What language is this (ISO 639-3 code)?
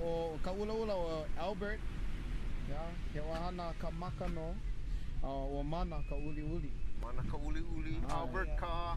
haw